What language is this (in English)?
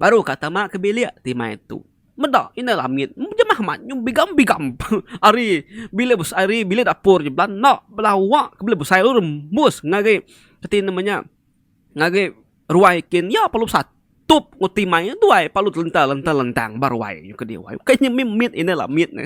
Iban